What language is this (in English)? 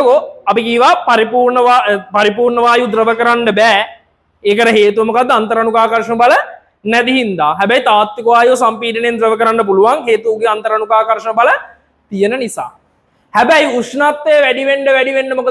Sinhala